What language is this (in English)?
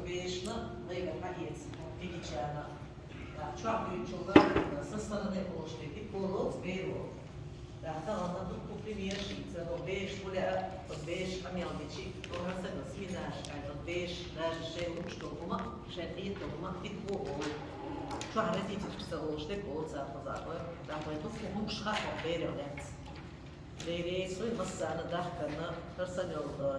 Chechen